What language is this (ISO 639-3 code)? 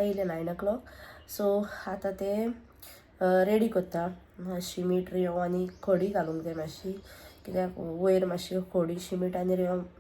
kok